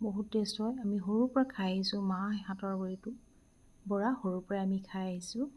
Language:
Assamese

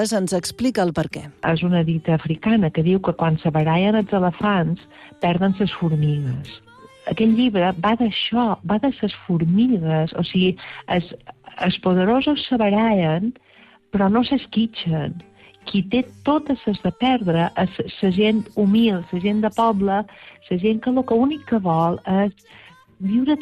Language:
Catalan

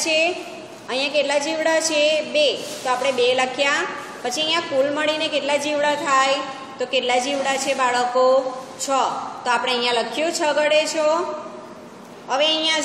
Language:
Gujarati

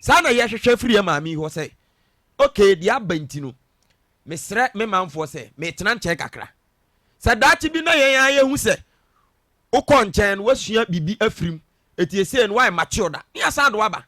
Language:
Akan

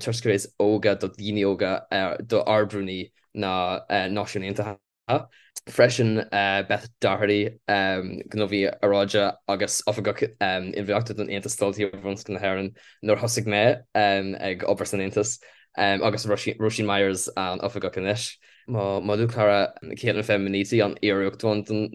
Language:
Irish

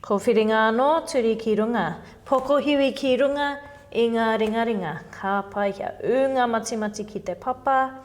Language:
Māori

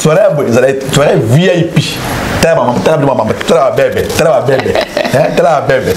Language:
Lingala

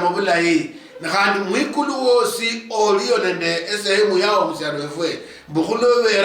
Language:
Luyia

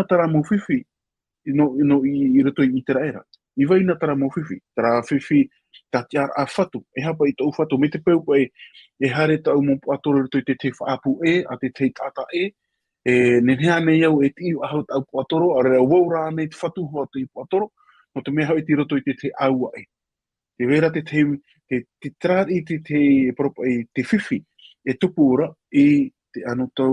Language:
Tahitian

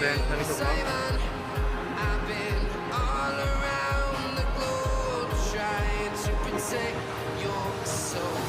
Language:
Kok Borok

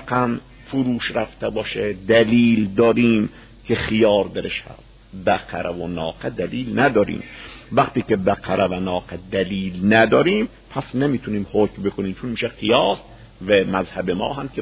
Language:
Persian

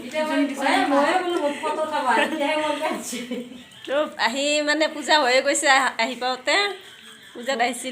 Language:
Assamese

